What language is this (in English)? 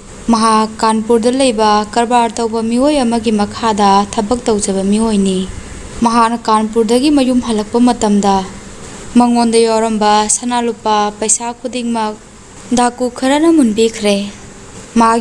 Manipuri